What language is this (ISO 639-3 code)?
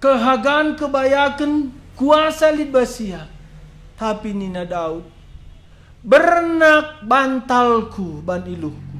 btx